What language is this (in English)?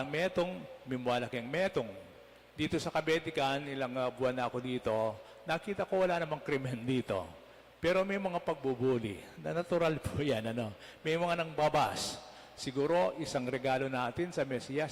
Pampanga